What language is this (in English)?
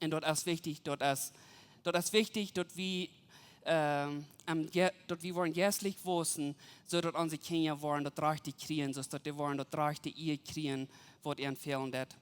Plautdietsch